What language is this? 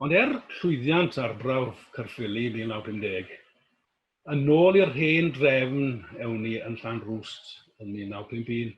Welsh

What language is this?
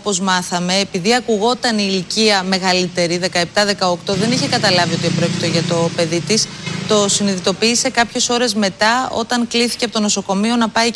Greek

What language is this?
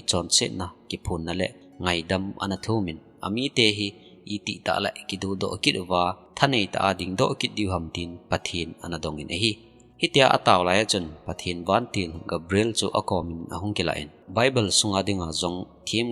Thado Chin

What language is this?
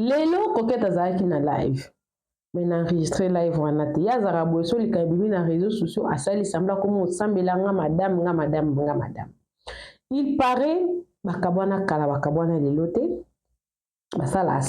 Lingala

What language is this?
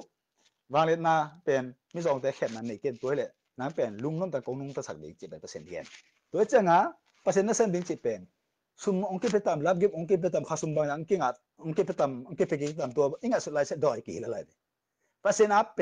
Tedim Chin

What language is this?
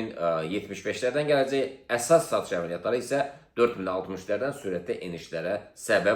Azerbaijani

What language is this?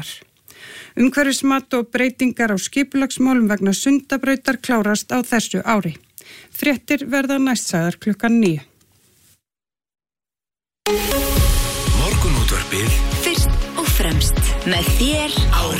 Icelandic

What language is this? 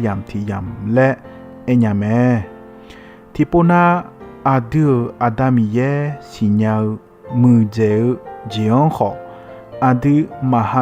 Akha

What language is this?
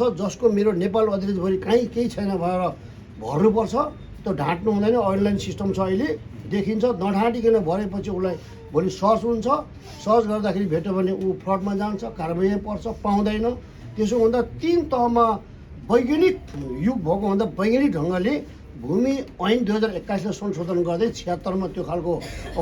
Nepali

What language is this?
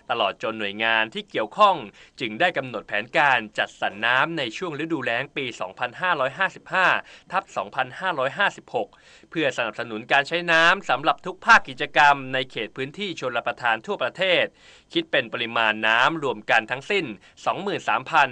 Thai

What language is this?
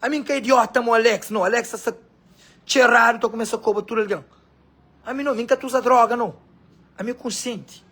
Kabuverdianu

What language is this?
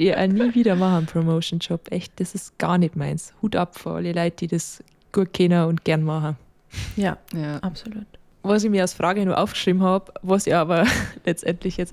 Bavarian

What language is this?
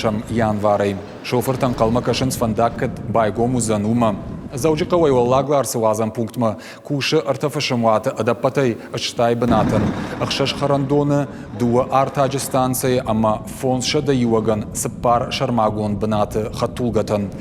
Ossetic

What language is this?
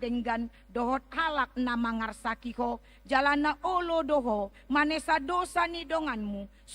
Batak Toba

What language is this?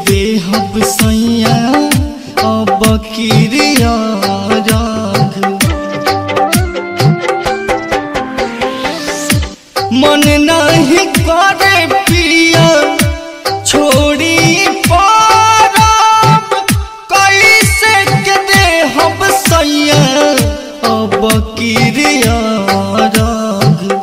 Bhojpuri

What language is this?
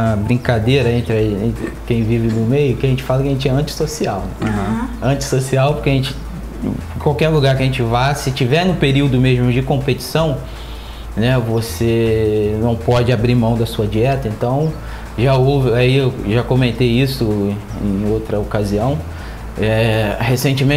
Portuguese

